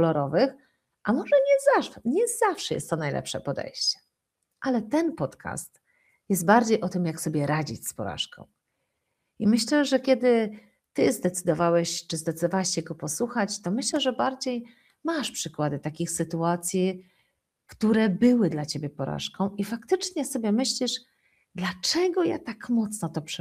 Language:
Polish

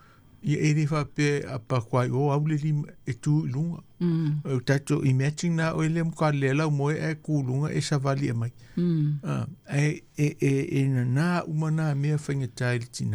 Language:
Samoan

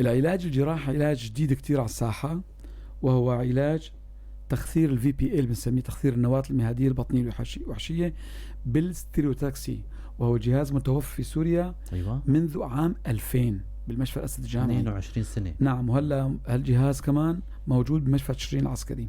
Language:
North Levantine Arabic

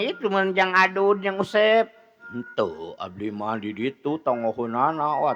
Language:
Sundanese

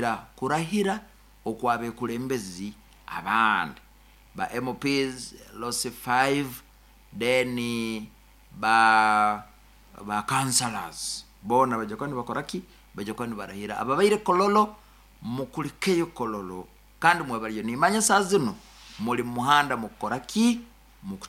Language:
Nyoro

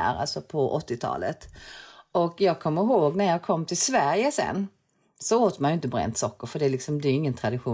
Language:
Swedish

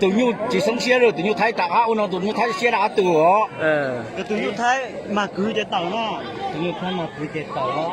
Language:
Hmong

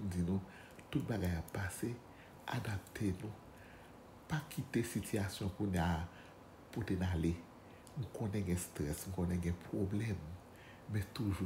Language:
Haitian Creole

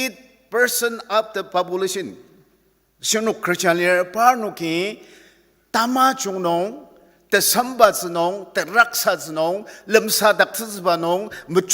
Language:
Ao Naga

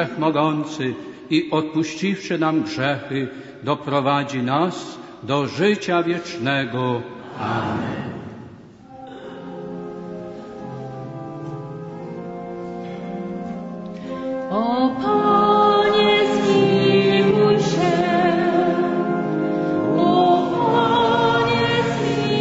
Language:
Polish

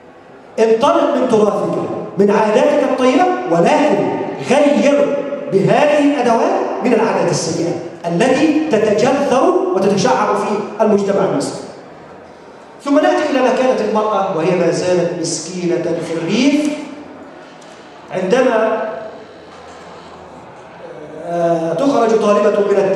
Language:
Egyptian Arabic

